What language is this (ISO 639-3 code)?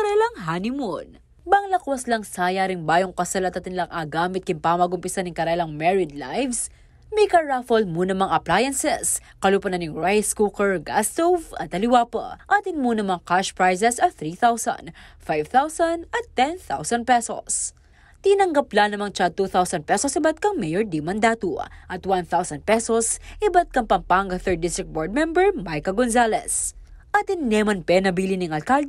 pam